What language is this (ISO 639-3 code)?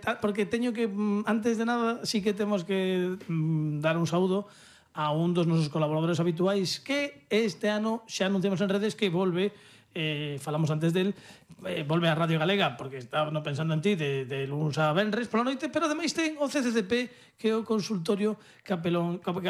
glg